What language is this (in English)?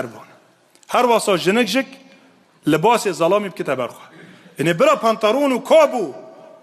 Kurdish